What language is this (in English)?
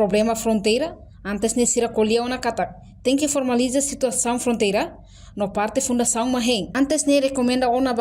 Tetum